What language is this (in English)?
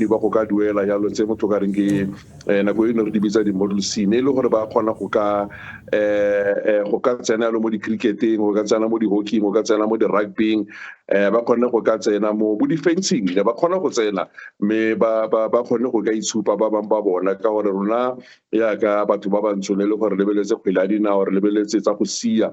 Tswana